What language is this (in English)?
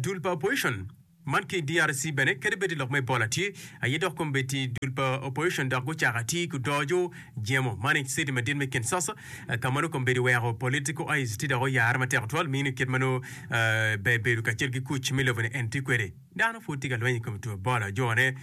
Acoli